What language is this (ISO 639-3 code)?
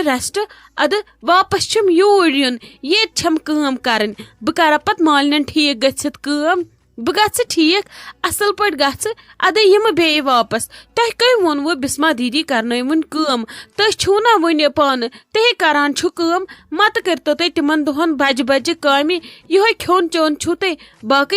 kas